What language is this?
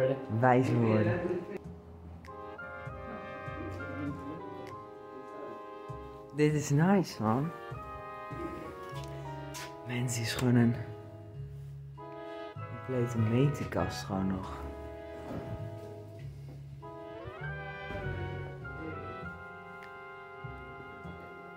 Dutch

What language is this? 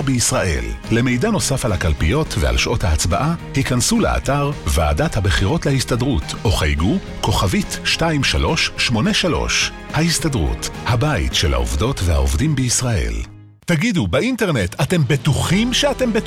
Hebrew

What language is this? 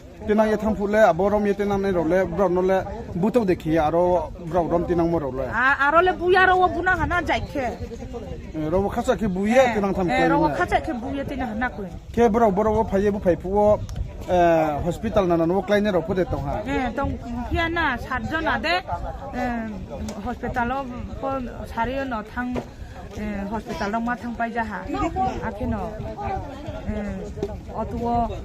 Riang (India)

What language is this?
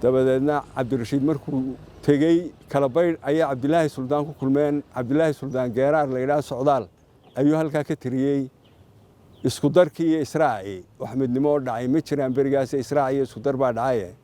Somali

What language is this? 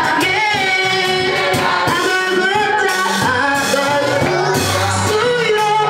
Haitian Creole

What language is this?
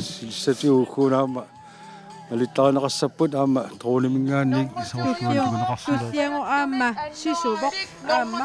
Kalaallisut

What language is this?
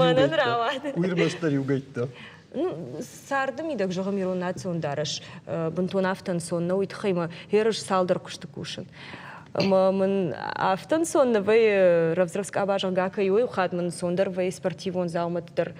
Ossetic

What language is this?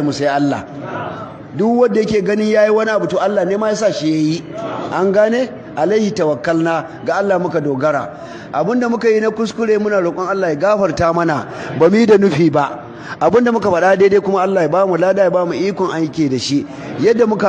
Hausa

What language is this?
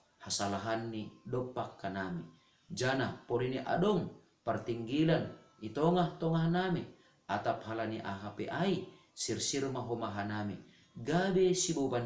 Batak Simalungun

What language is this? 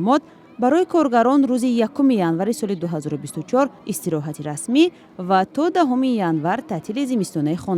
Tajik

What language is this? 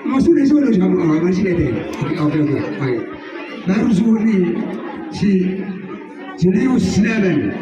Batak Toba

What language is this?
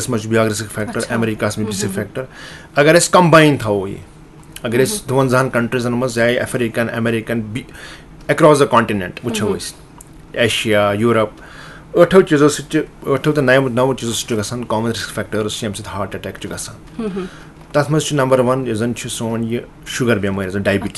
Kashmiri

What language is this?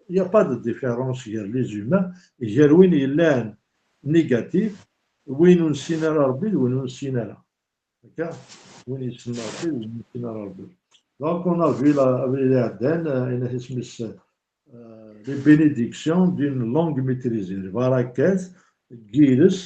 Kabyle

